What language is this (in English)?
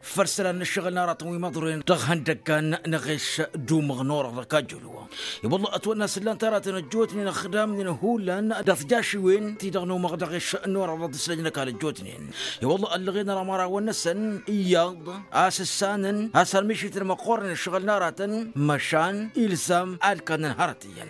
Tamasheq